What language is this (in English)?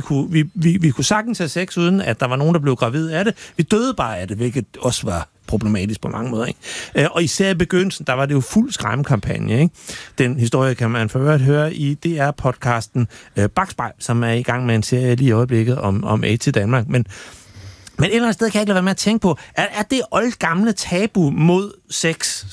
Danish